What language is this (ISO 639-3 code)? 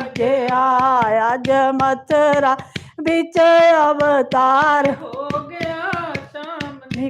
doi